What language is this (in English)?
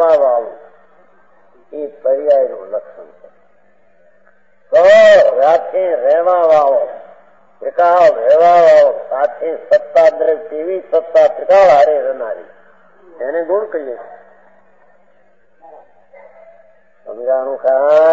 Gujarati